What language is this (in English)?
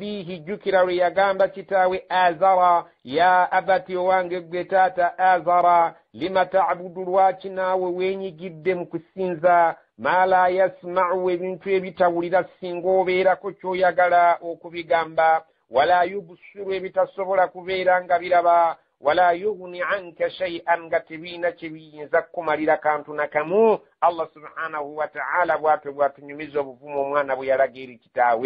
Ganda